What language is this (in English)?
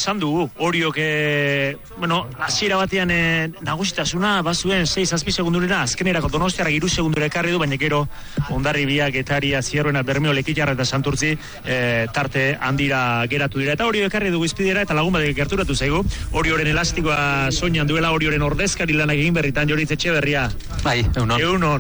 Basque